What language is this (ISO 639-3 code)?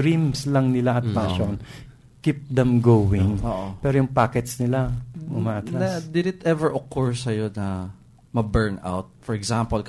fil